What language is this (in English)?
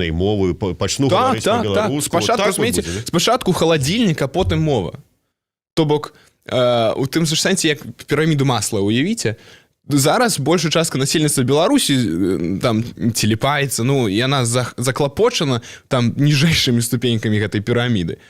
Belarusian